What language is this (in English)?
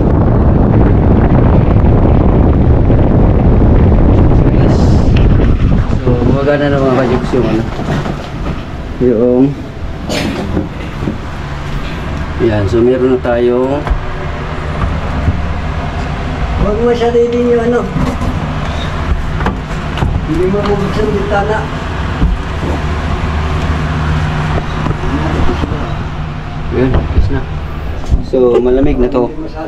Filipino